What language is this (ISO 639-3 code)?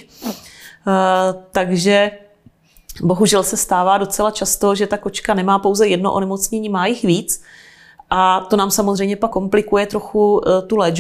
ces